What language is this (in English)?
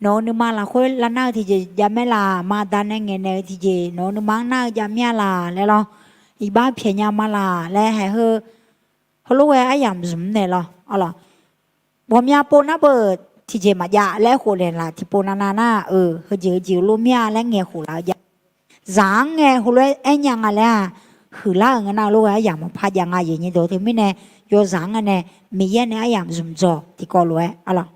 Akha